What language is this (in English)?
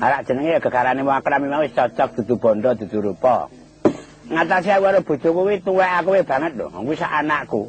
Javanese